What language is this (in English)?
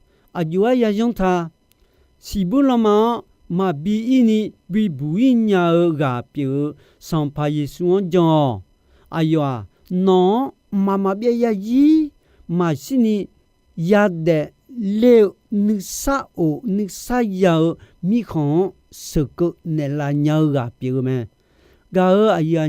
Akha